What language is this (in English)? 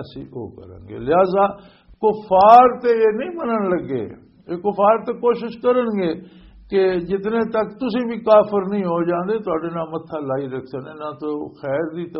Western Panjabi